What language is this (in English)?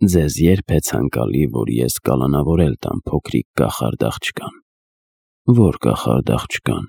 Armenian